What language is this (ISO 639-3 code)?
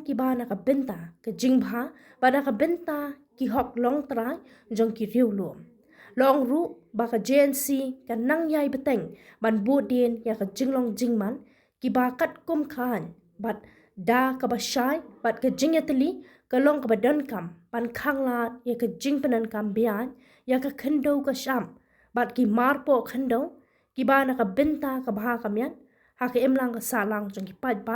kha